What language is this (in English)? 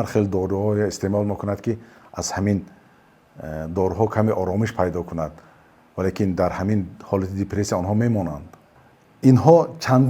Tajik